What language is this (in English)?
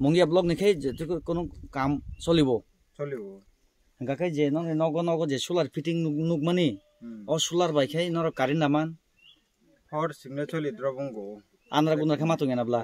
Kok Borok